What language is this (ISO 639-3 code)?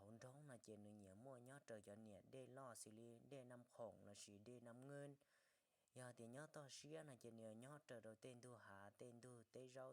hmn